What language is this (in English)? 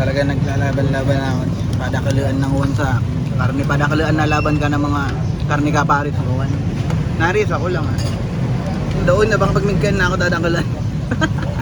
Bikol